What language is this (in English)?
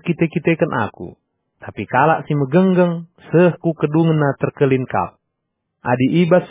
Batak Karo